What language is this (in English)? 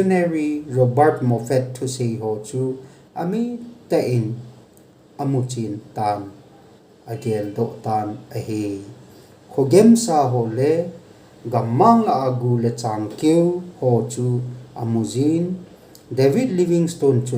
Thado Chin